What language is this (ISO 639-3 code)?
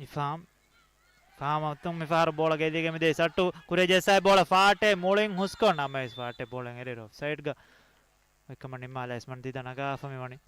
div